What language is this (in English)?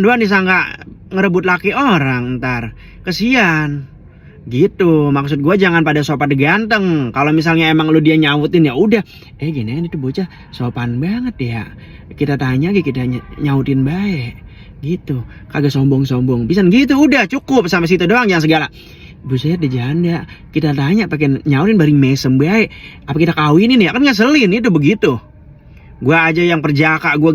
Betawi